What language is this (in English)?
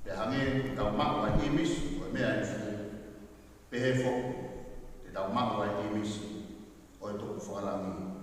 Tongan